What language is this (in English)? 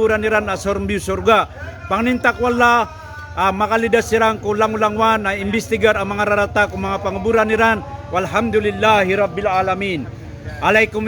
Maranao